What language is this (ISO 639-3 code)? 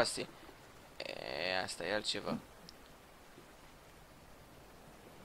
ron